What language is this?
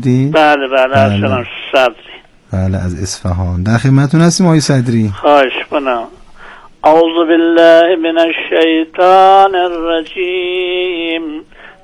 Persian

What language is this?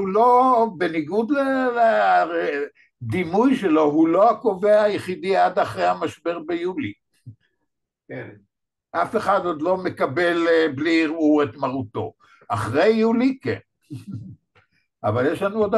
Hebrew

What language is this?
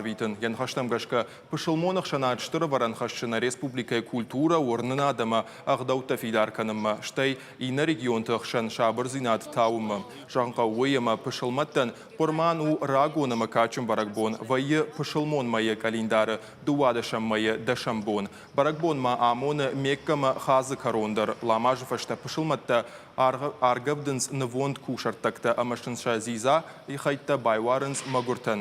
Ossetic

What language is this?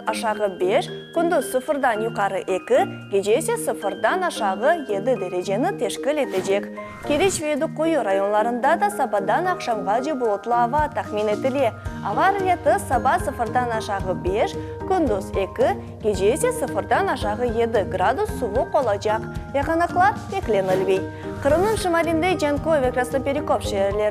Crimean Tatar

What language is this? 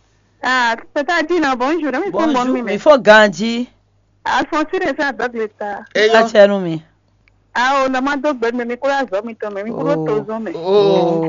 Fon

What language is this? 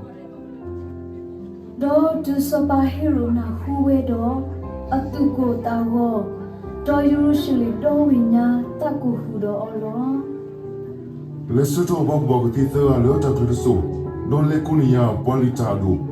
S'gaw Karen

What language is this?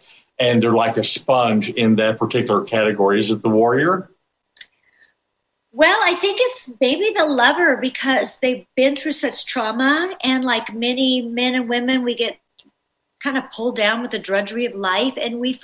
English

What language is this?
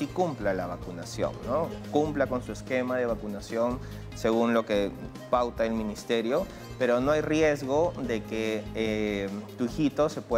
Spanish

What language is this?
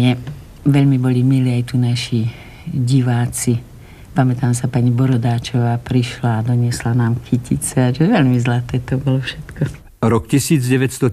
Slovak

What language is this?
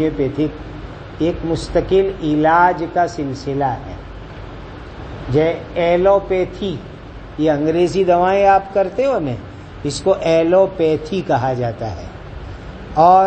Urdu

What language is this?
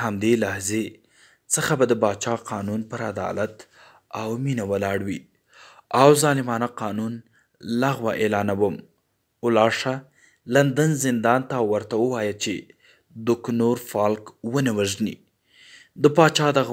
Pashto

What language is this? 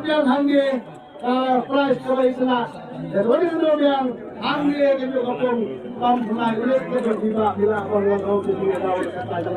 Khasi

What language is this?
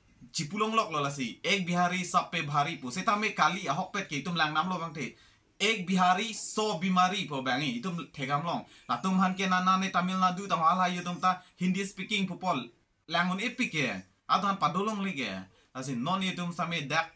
Karbi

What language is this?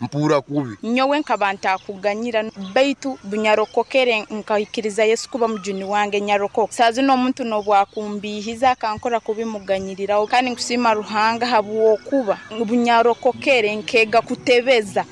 Nyankole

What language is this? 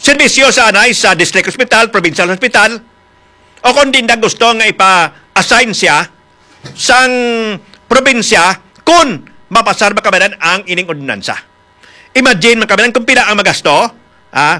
Hiligaynon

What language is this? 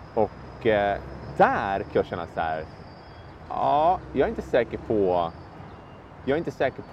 Swedish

